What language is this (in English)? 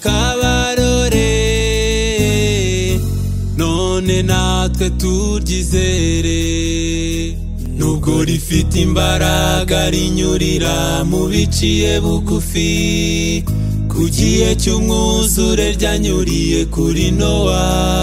Kinyarwanda